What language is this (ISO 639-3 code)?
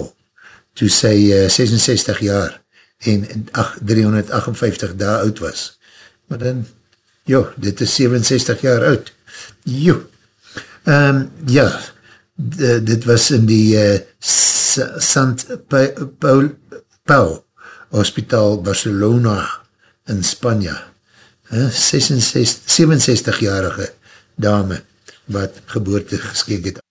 afr